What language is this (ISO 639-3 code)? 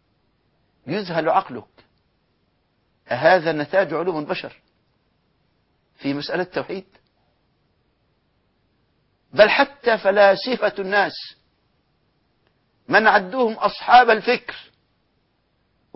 ara